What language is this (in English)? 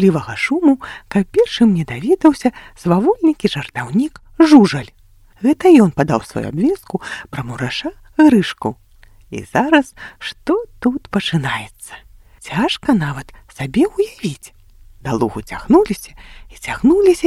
Belarusian